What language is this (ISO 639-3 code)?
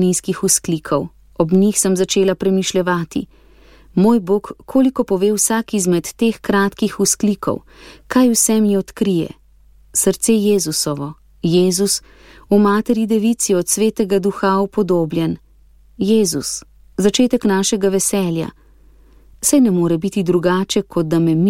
slv